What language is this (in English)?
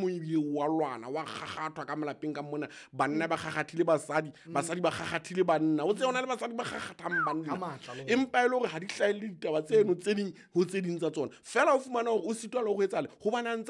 Southern Sotho